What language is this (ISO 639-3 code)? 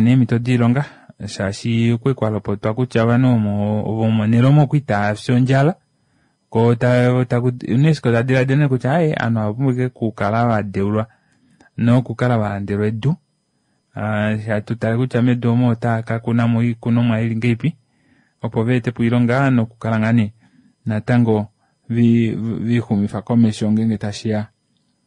kua